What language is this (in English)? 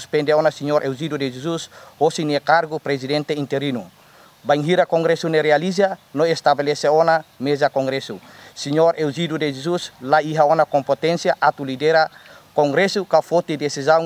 Tetum